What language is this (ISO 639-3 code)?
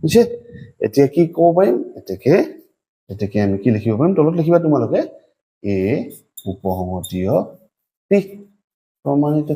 asm